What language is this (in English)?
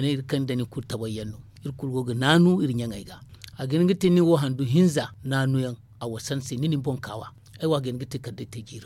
Zarma